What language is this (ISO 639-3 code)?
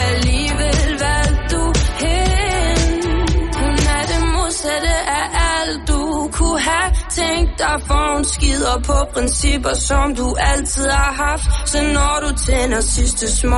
dan